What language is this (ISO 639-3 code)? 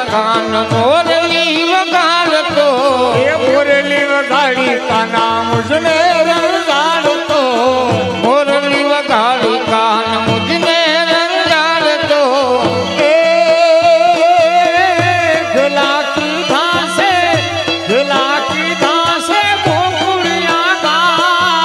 guj